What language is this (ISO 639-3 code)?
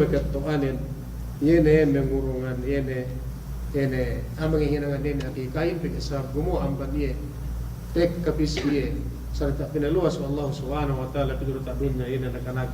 yka